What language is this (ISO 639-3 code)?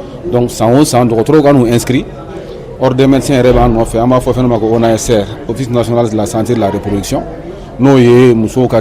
bam